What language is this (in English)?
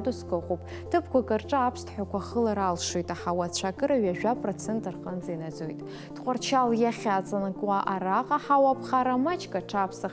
Abkhazian